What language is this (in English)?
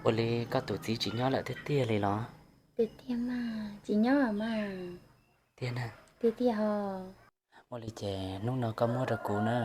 Hmong